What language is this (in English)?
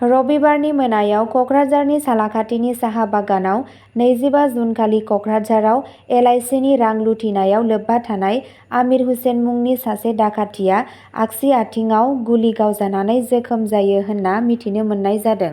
Bodo